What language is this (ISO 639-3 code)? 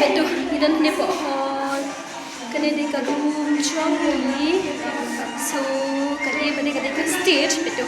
kha